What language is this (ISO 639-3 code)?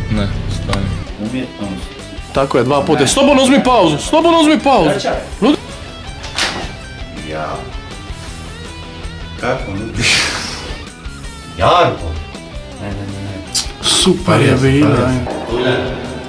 hrv